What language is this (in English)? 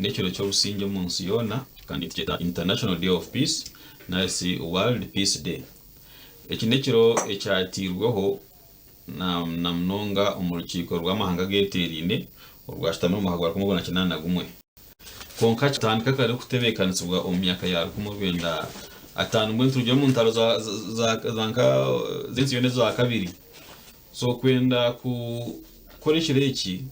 Nyankole